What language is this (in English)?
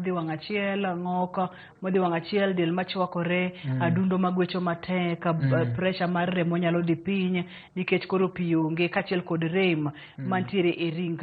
Luo (Kenya and Tanzania)